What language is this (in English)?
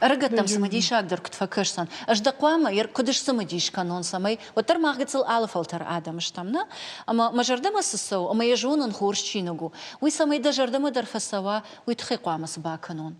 Ossetic